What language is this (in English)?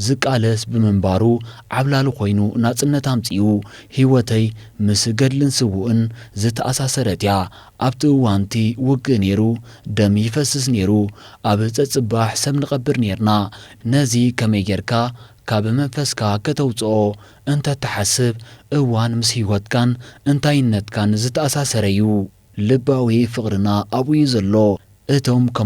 Tigrinya